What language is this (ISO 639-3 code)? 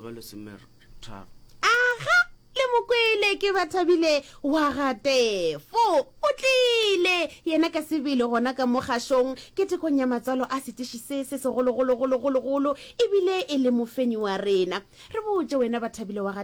nso